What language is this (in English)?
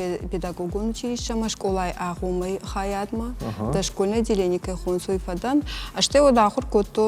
Ossetic